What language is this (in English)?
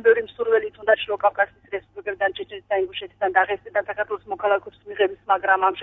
Georgian